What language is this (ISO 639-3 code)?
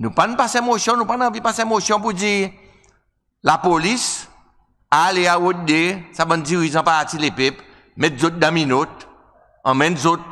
crs